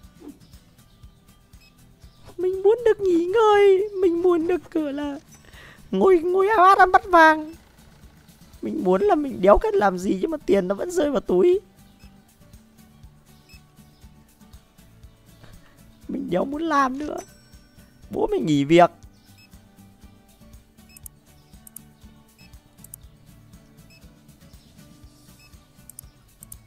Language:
Vietnamese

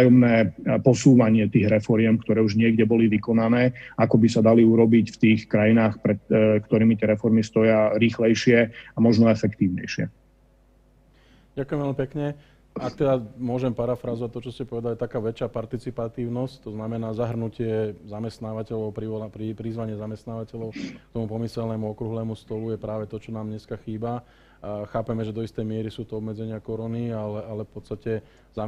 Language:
Slovak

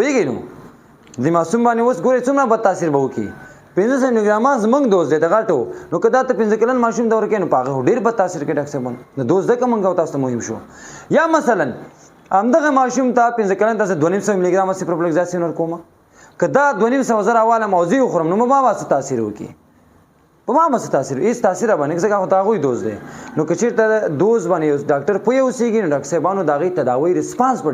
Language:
Pashto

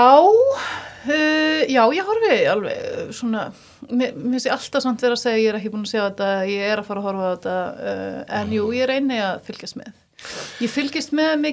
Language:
Icelandic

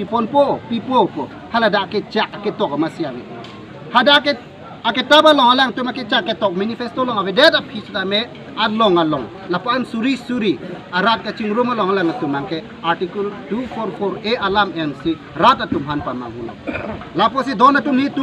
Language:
Karbi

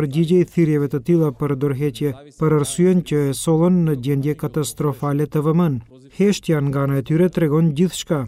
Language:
Albanian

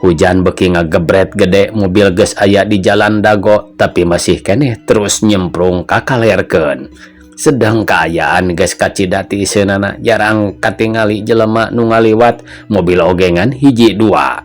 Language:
Sundanese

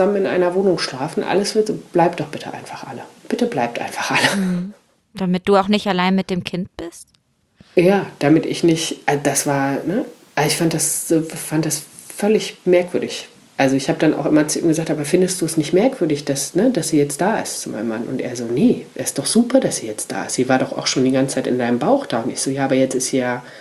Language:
German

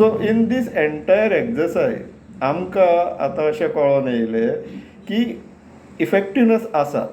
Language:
Konkani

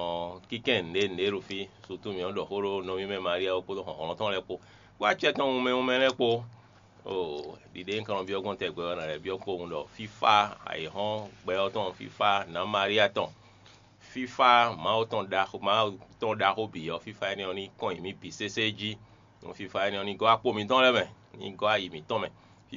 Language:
Fon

